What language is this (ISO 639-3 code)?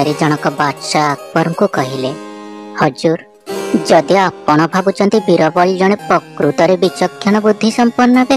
ori